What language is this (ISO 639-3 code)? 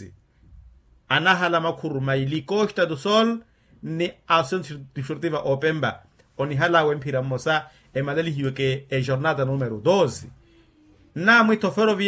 vmw